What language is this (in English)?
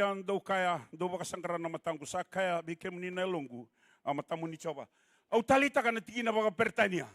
Fijian